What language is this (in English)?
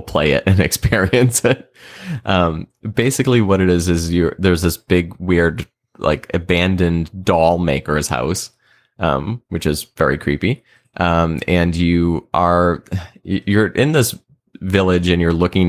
English